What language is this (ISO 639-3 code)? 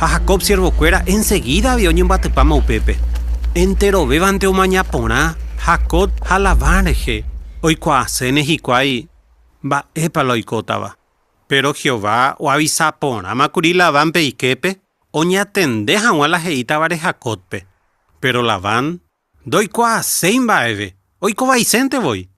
grn